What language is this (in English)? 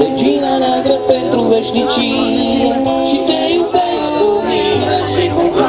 Romanian